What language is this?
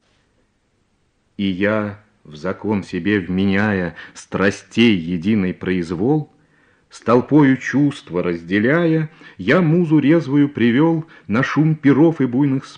Russian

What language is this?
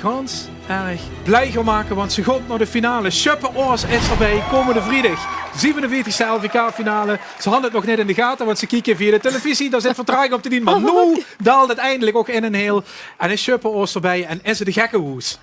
Limburgish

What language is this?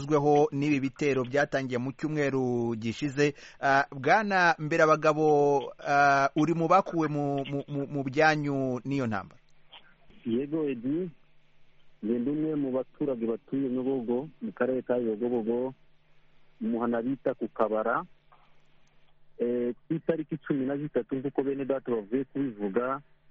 Kinyarwanda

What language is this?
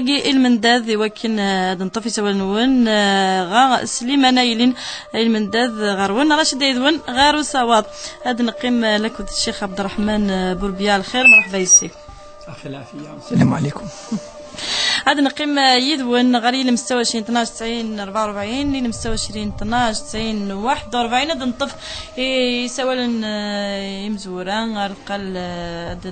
Kabyle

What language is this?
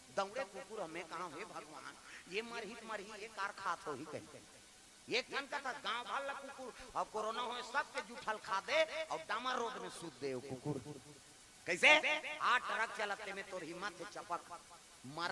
Chhattisgarhi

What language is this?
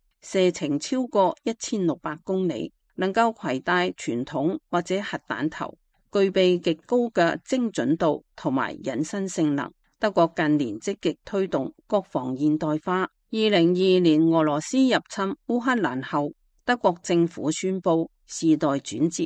Cantonese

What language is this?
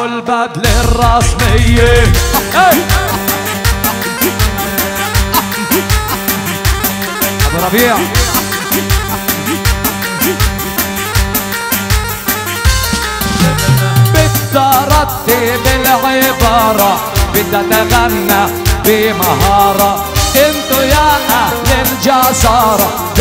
South Levantine Arabic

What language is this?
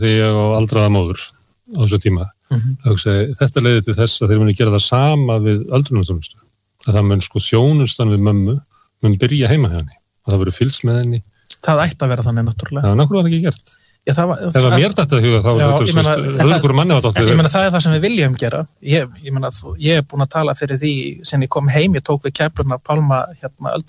Icelandic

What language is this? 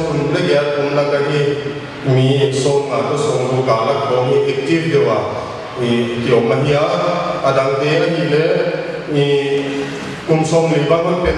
Paite Chin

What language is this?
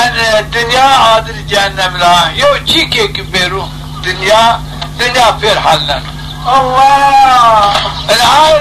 Zaza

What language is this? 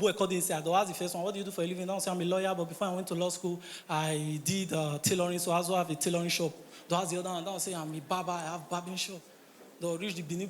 Nigerian Pidgin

